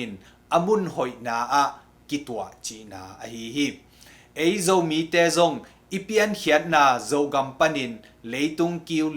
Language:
Tedim Chin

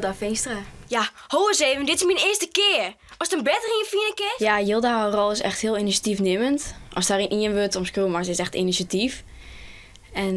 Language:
Western Frisian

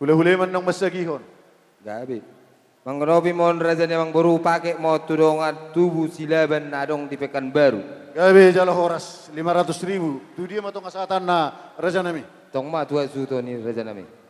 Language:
Batak Toba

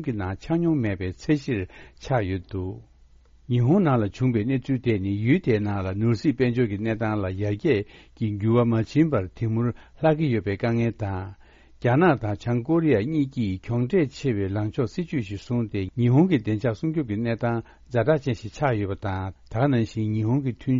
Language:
Tibetan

